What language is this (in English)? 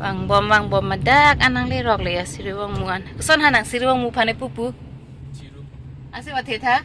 Karbi